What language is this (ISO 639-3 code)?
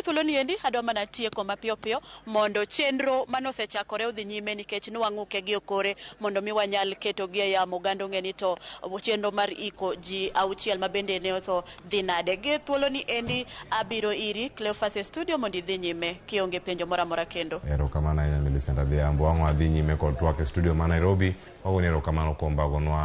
luo